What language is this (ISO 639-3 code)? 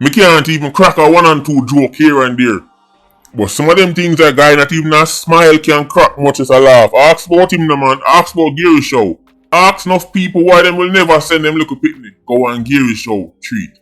jam